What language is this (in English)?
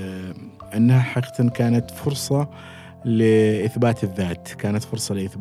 Gulf Arabic